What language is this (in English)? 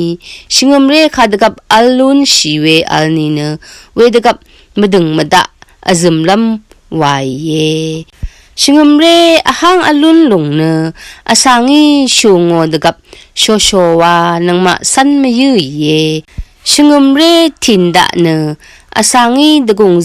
Rawang